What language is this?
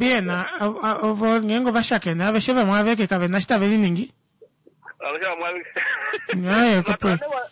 Kuanyama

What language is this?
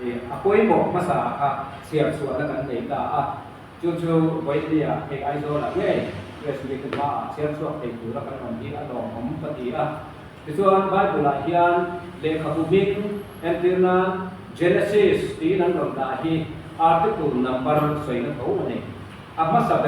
Mizo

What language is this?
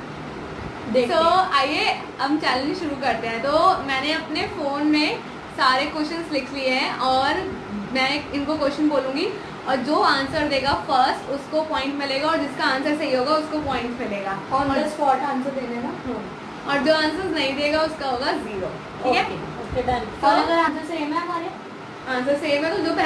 Hindi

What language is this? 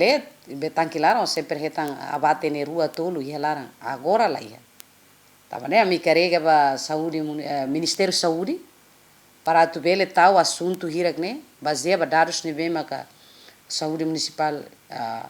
Tetum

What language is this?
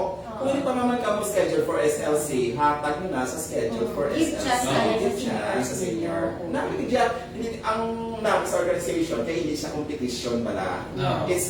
Hiligaynon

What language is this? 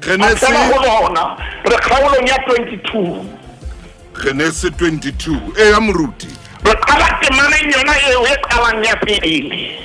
Southern Sotho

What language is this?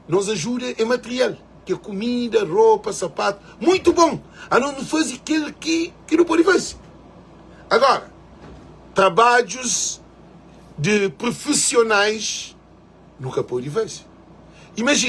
Kabuverdianu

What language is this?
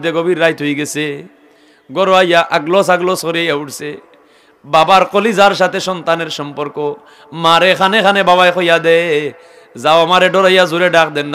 Sylheti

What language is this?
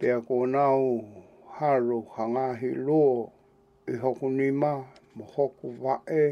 Tongan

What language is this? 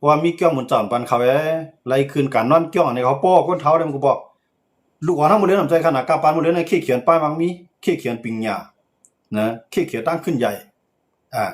Shan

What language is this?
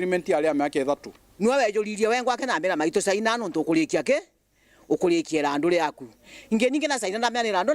Meru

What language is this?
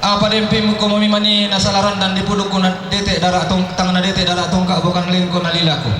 Toraja-Sa'dan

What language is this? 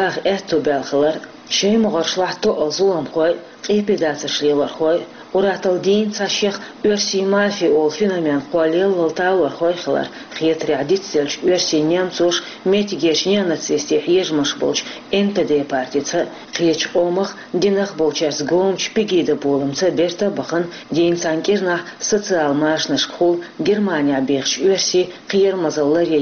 Chechen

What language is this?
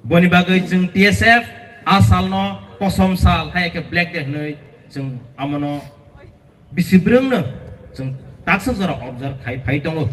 Kok Borok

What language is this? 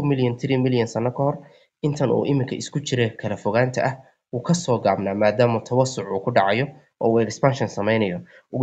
Somali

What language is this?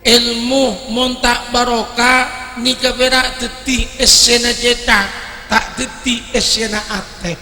Madurese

